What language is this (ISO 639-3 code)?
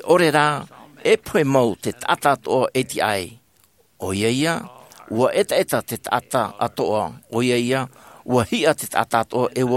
tah